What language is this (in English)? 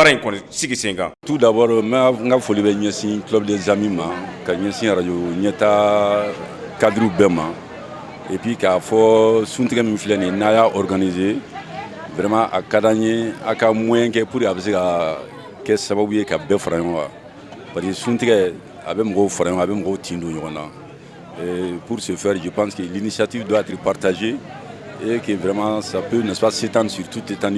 Bambara